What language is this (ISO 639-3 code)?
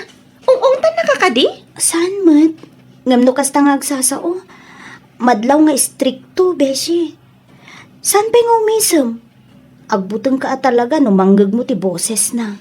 ilo